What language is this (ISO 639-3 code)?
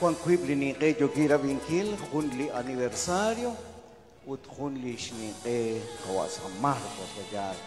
kek